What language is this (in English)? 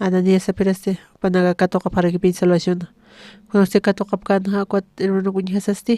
Aymara